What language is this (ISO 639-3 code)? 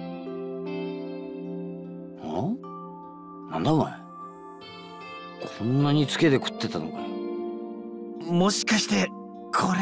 jpn